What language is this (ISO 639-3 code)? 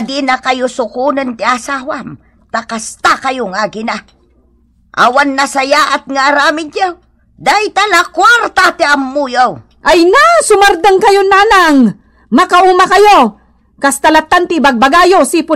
ilo